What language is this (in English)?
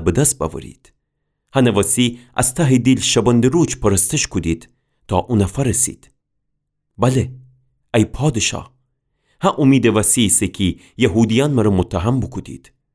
Gilaki